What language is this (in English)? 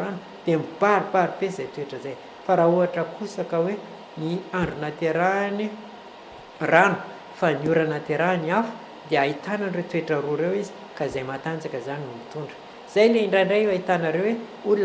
Malagasy